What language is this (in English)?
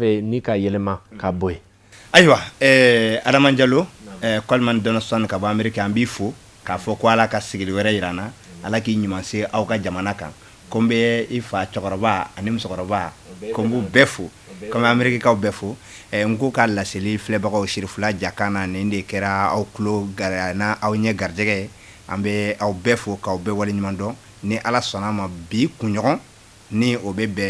Bambara